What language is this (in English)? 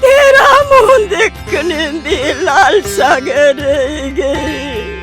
Dogri